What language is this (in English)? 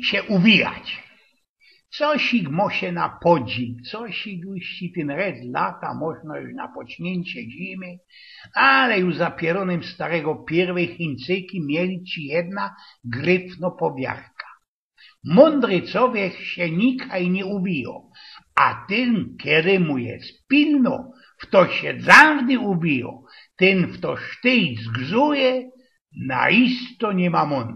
Silesian